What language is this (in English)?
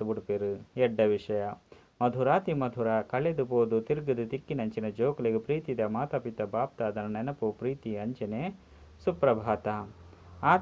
Tulu